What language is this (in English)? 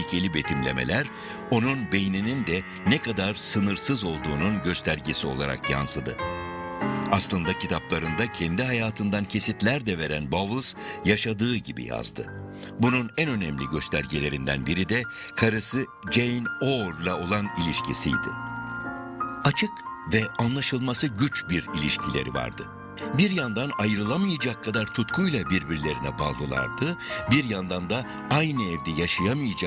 Turkish